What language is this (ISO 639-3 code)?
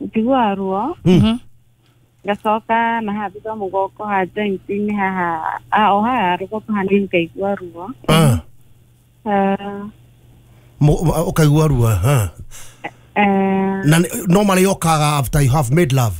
kik